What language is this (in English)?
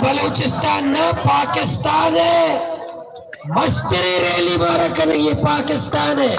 Baluchi